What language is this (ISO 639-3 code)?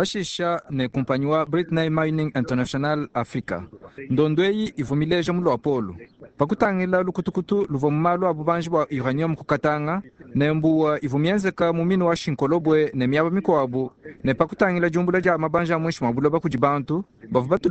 lua